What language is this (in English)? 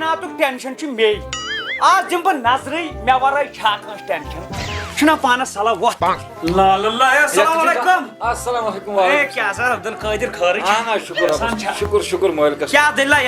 Kashmiri